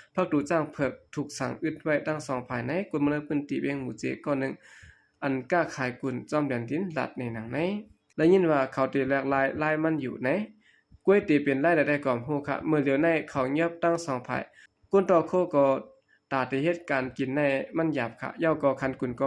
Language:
Shan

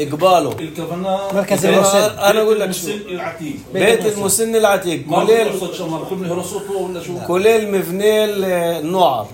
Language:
North Levantine Arabic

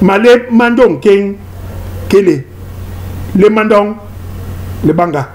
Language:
Basaa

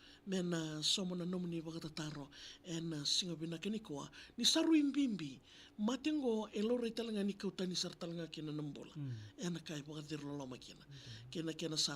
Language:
Fijian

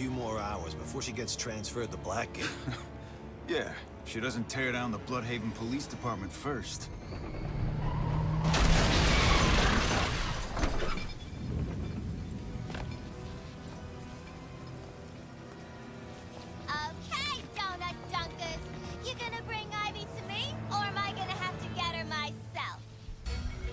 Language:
English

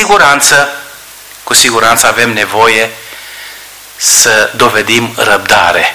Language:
Romanian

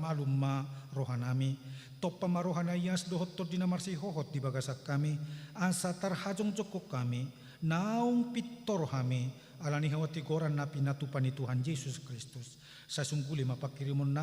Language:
Batak Toba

